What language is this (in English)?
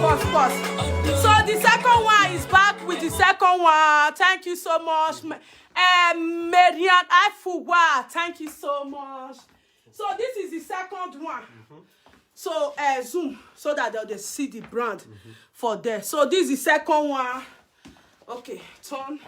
Nigerian Pidgin